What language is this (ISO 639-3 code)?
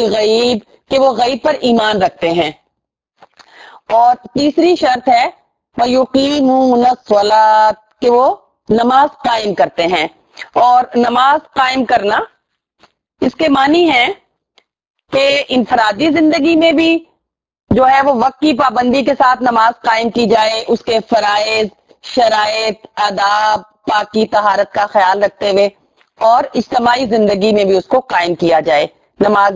urd